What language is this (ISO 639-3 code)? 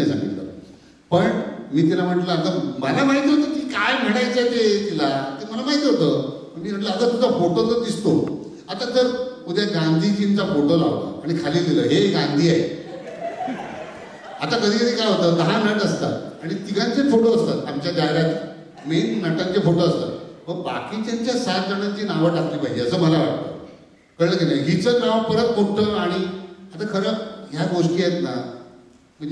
mar